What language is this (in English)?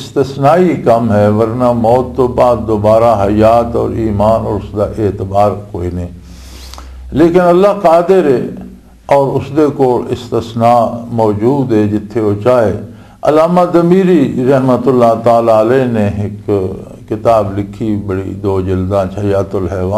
Western Panjabi